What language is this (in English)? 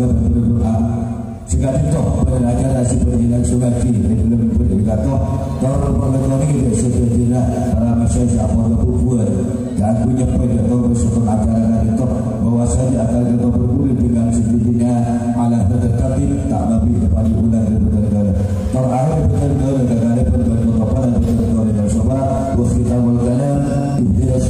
Madurese